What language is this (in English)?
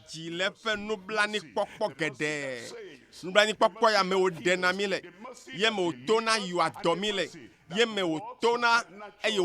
Ewe